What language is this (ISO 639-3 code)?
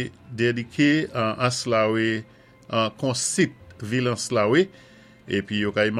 acf